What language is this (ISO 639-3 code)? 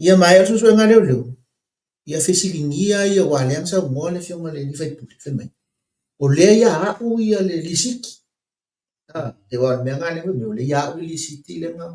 smo